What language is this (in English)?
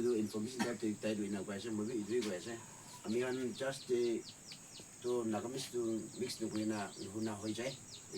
Naga Pidgin